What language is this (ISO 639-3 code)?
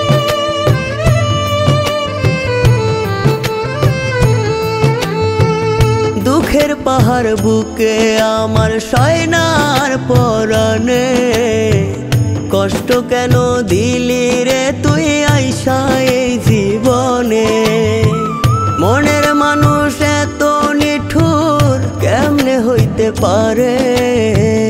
ben